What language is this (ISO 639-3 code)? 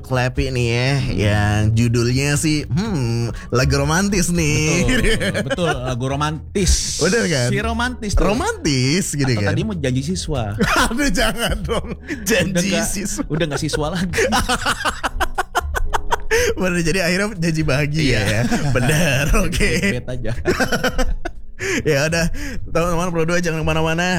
ind